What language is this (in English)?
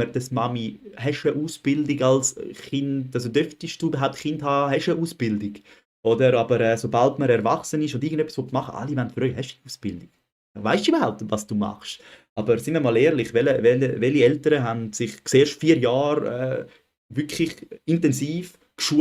Swiss German